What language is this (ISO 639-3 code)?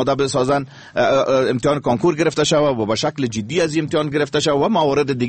fas